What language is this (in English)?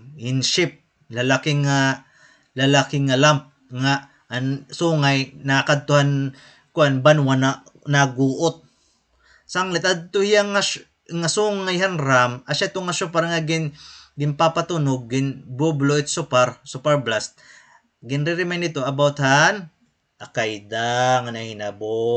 Waray